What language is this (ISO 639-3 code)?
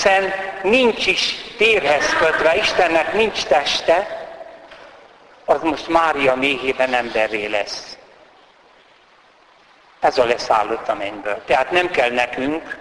hun